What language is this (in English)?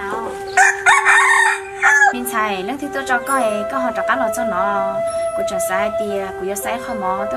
Vietnamese